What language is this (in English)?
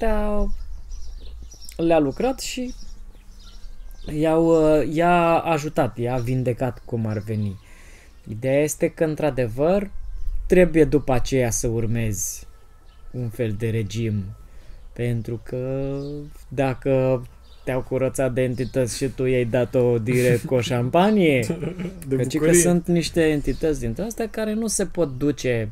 Romanian